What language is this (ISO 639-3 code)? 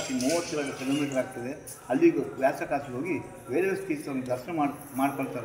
kan